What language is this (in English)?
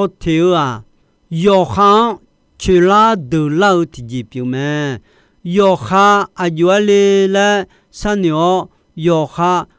Akha